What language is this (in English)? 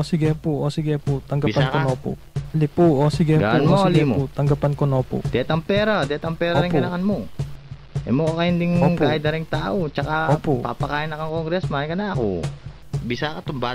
Pampanga